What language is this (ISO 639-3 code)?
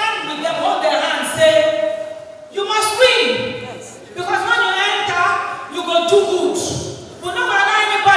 pcm